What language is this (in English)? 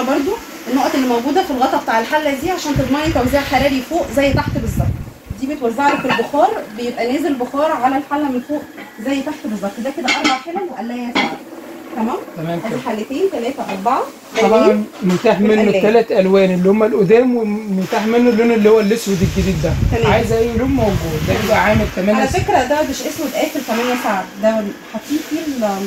Egyptian Arabic